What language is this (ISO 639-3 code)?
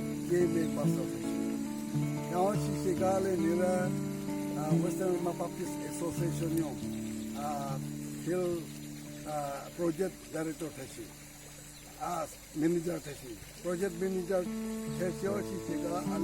nre